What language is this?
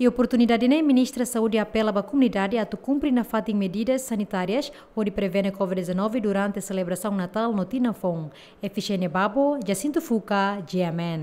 Tetum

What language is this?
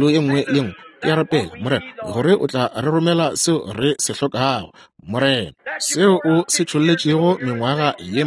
Northern Sotho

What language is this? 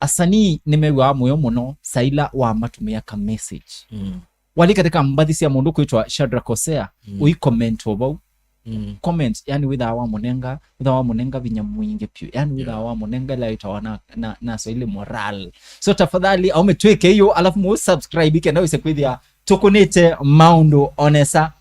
Kamba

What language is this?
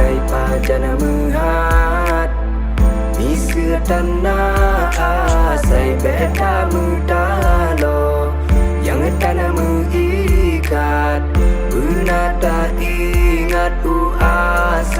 Achinese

